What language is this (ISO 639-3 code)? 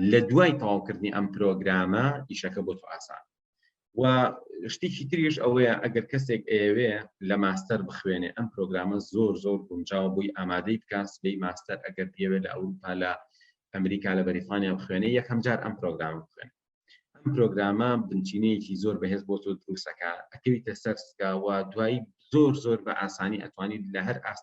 ckb